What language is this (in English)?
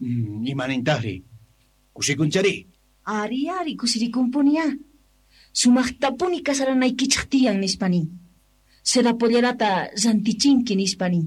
South Bolivian Quechua